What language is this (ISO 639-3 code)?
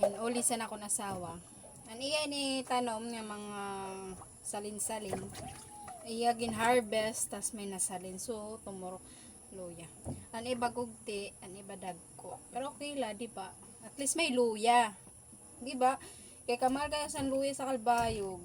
war